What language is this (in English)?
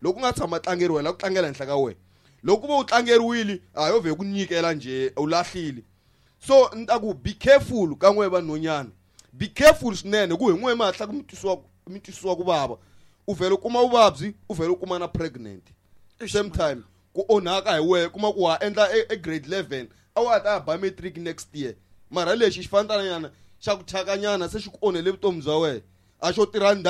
Tsonga